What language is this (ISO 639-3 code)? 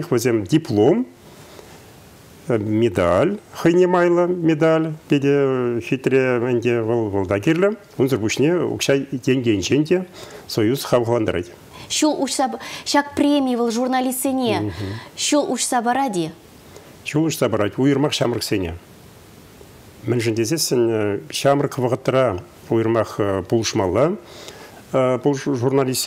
chv